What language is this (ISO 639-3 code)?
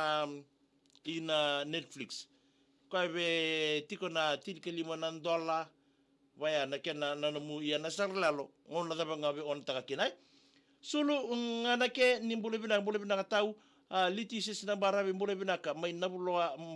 fij